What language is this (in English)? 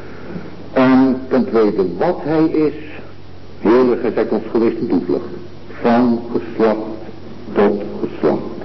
Dutch